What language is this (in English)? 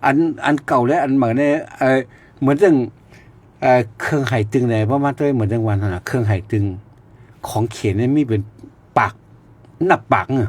Shan